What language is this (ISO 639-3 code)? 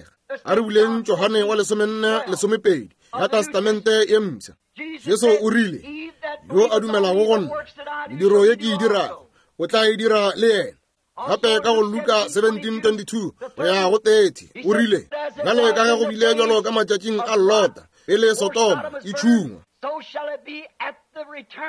nso